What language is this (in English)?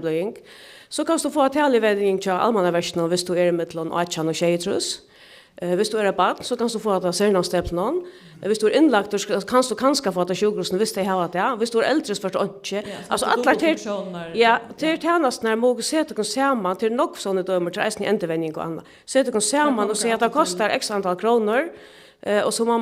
Faroese